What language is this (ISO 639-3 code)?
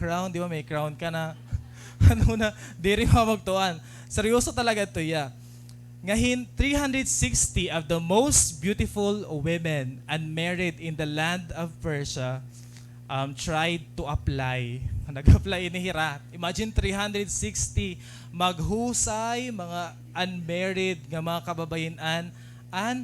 war